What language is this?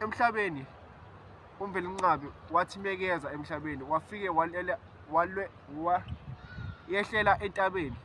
Zulu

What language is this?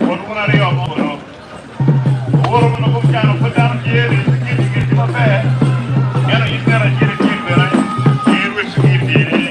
Acoli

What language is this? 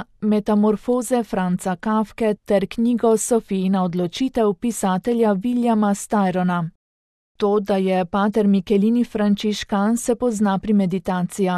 Slovenian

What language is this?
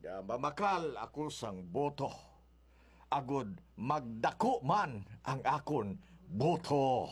Hiligaynon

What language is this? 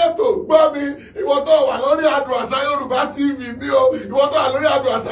Yoruba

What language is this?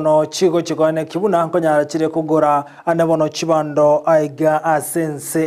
Gusii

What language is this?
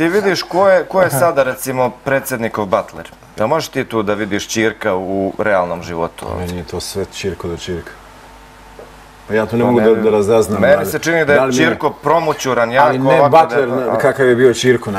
Serbian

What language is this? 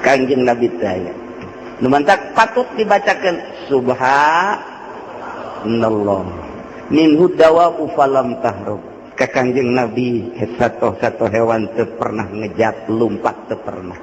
Sundanese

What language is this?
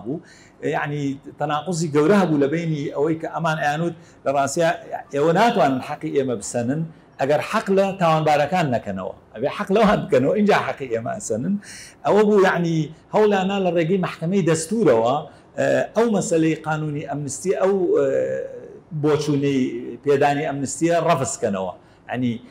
Central Kurdish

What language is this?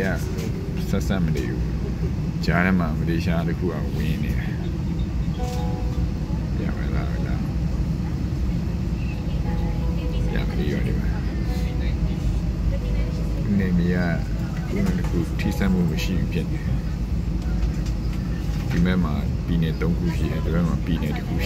Burmese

